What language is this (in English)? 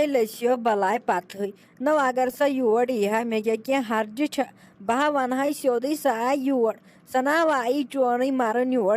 Kashmiri